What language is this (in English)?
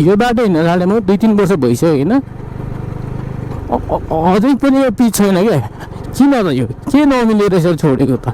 Nepali